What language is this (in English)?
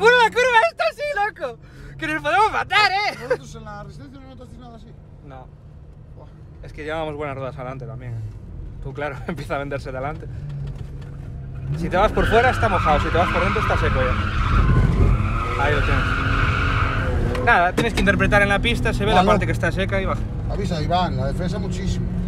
Spanish